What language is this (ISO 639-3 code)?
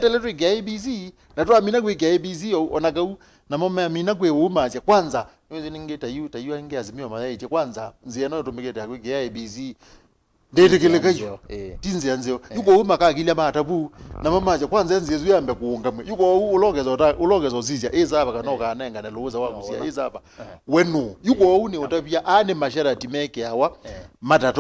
kam